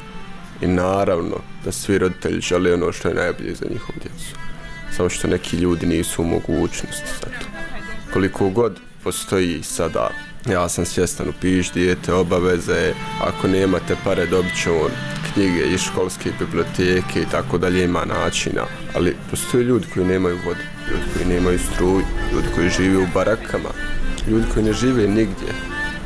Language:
Bosnian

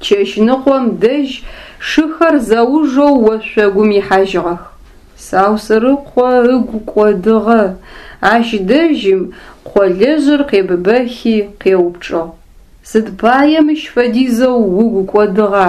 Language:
Adyghe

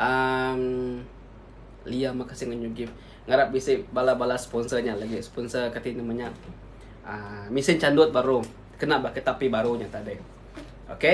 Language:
Iban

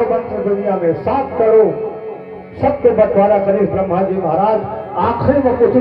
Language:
Chhattisgarhi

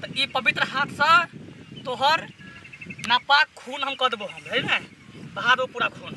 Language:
Maithili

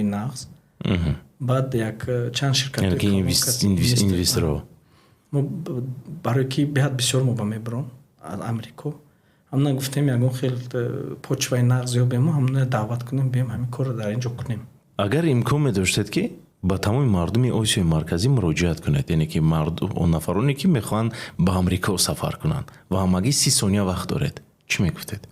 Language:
Tajik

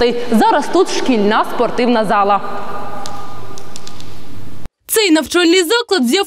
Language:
Ukrainian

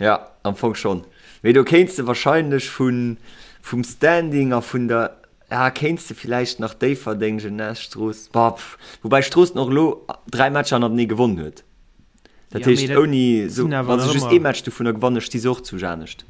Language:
Luxembourgish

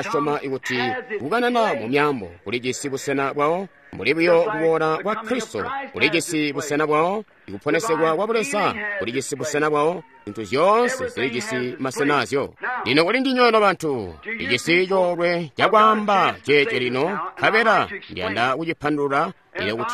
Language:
Tonga (Zambia)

